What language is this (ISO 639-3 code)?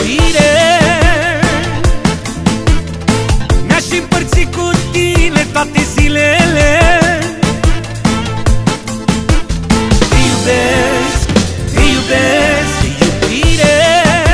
ron